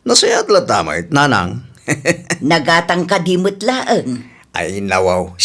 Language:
Iloko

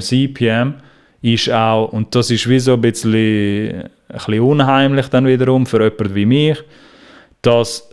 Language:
Swiss German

